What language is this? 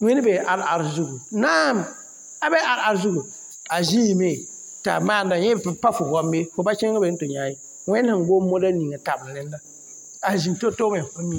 Mossi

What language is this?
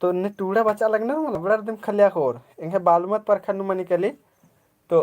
Kurukh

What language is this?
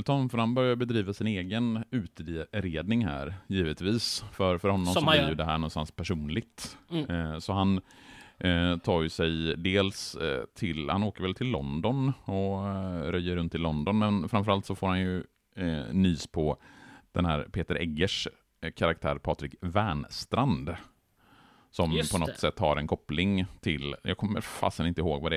Swedish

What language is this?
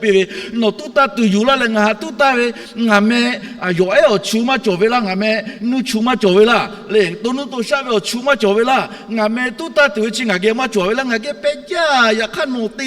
Lahu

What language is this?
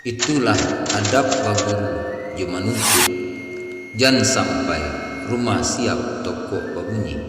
Minangkabau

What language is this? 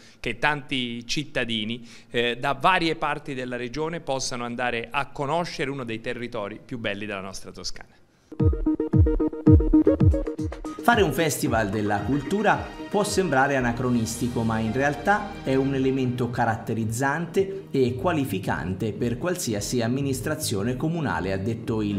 Italian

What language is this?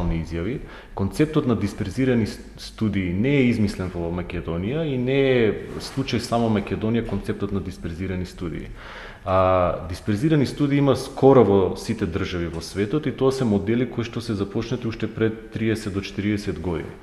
Macedonian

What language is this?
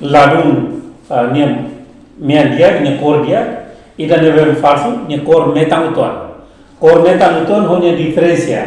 Tetum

